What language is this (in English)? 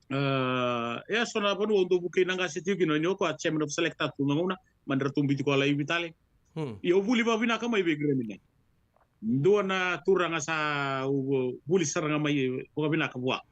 Fijian